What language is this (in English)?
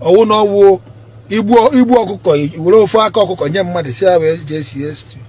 Igbo